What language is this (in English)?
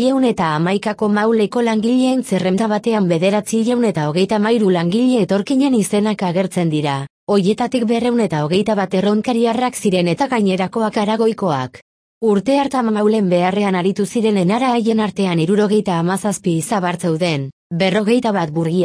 Basque